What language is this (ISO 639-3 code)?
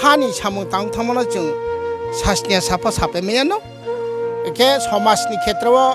ria